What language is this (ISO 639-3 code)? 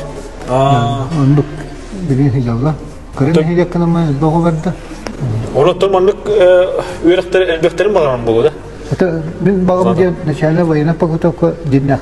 sah